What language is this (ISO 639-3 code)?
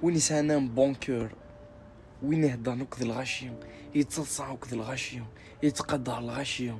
kab